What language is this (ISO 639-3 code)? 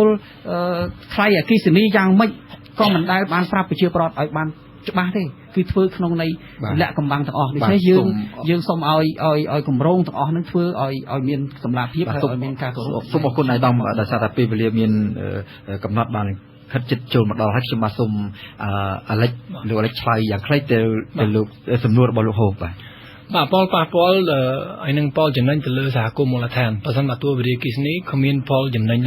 khm